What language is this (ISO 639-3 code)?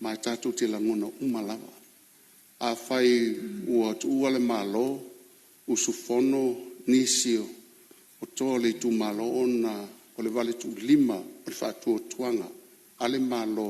smo